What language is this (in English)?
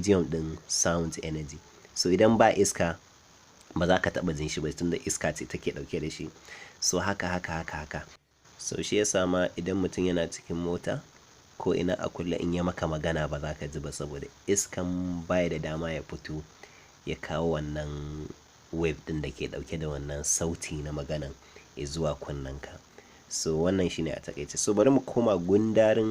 Hausa